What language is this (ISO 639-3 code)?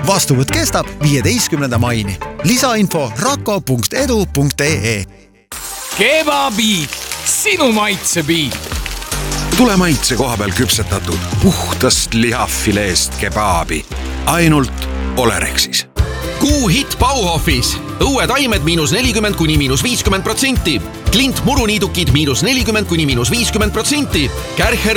est